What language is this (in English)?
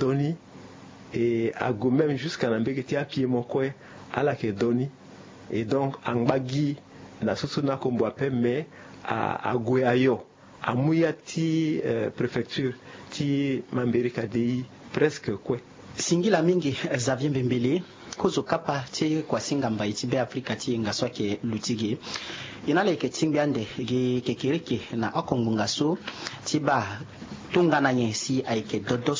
Sango